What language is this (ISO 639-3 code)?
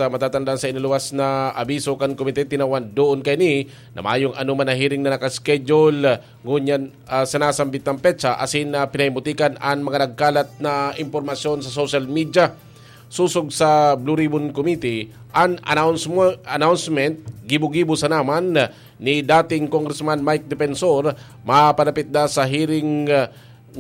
bik